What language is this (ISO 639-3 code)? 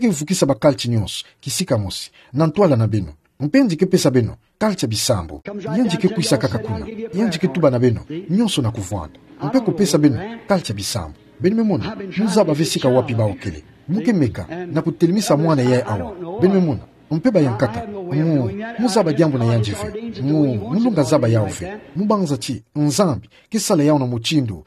ktu